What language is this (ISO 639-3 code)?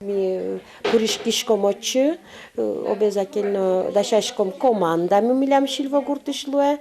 udm